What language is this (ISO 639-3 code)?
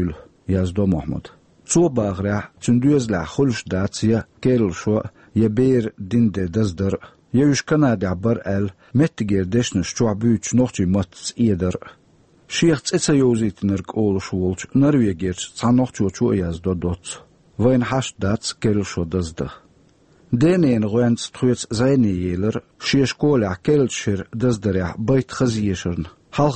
che